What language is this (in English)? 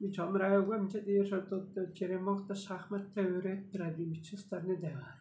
Tuvinian